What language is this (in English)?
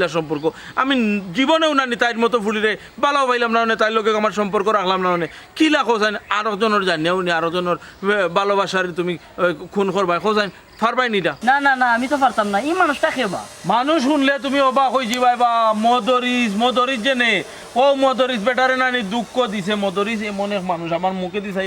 Sylheti